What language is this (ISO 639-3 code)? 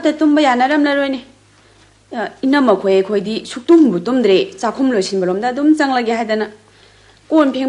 mni